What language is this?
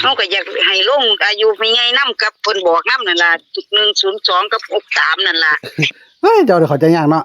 Northeastern Thai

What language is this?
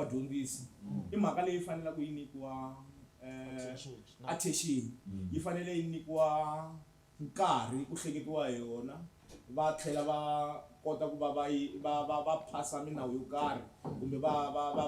Tsonga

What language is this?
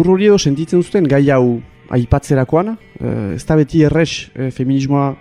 Basque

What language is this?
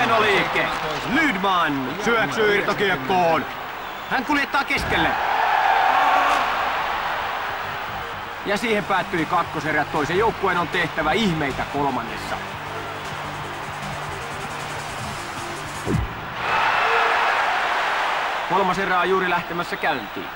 Finnish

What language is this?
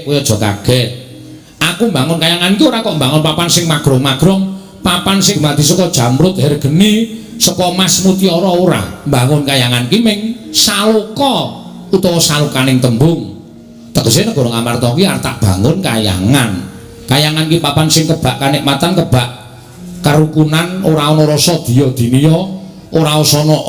Javanese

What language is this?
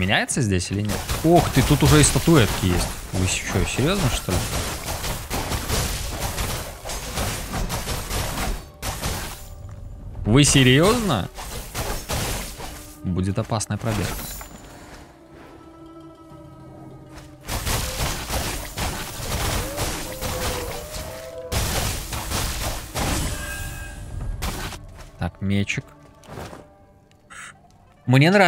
Russian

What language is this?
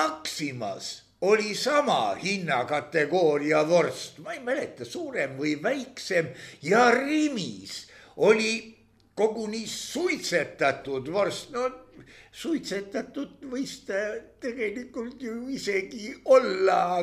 Estonian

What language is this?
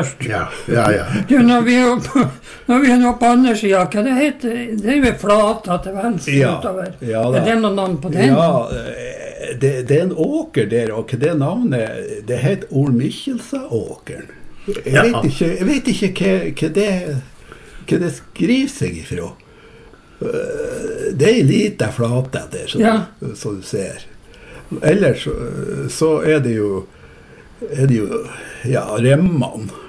Norwegian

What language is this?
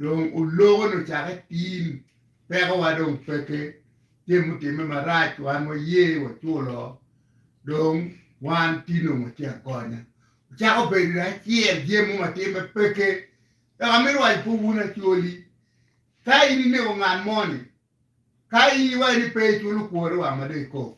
Acoli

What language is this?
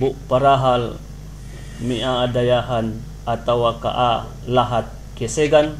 Yakan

